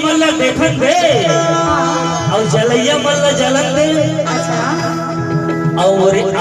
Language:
Chhattisgarhi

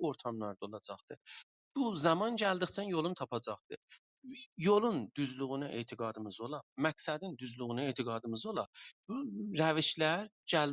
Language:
South Azerbaijani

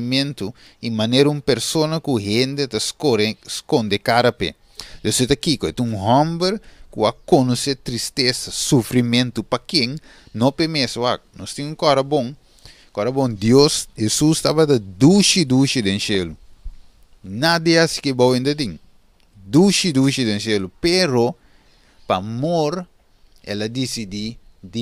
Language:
Papiamento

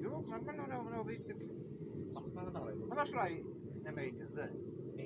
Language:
Bashkir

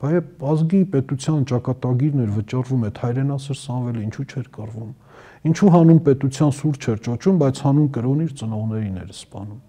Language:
Armenian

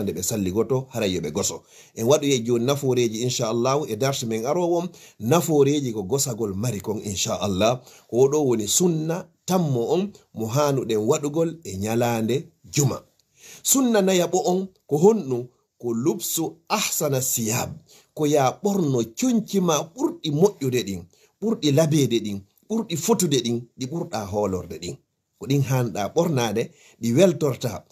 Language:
Fula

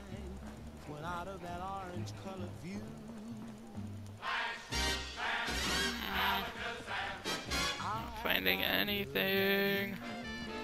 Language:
English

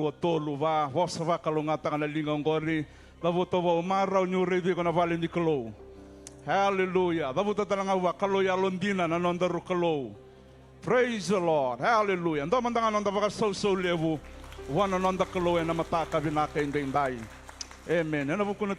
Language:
Fijian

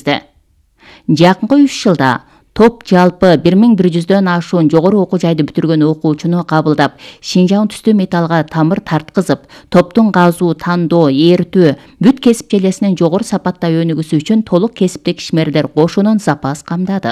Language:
Kyrgyz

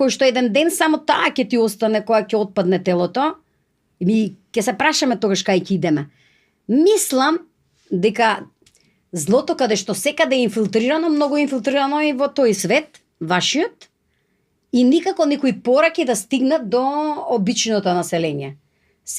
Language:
Macedonian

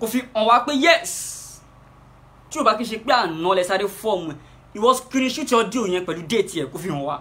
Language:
Yoruba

